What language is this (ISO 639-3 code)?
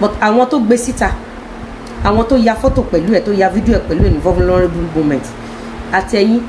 yor